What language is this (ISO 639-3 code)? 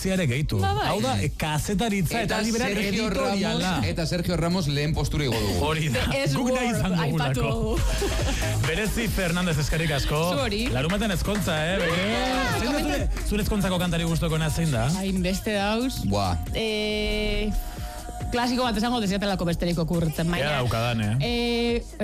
eus